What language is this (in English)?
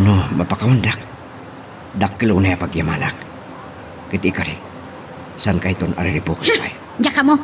Iloko